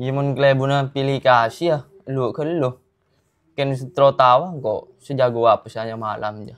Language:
Madurese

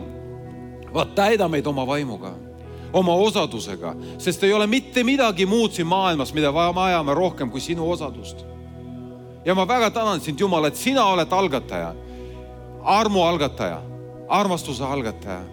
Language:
Estonian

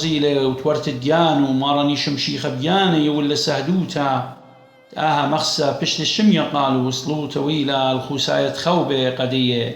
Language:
Assyrian Neo-Aramaic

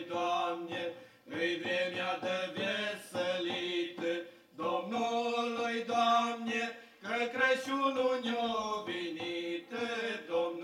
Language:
Romanian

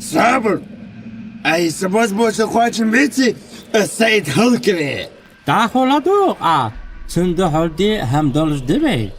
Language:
Ingush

